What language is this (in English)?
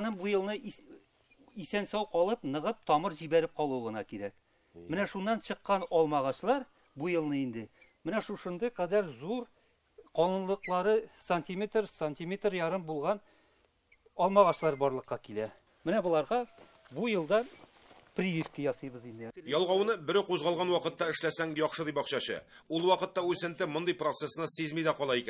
Tatar